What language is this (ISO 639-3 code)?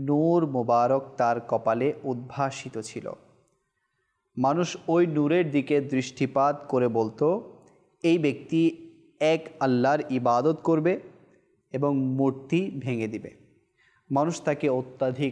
ben